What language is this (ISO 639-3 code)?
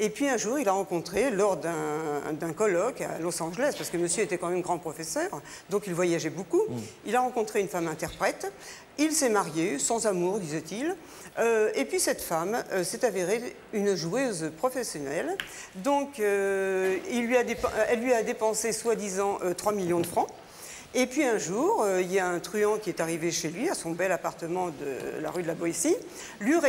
fra